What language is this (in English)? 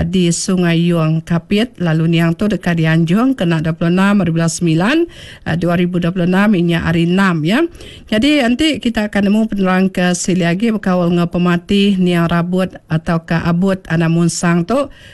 Iban